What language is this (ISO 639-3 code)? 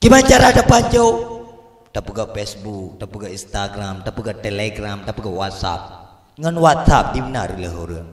ace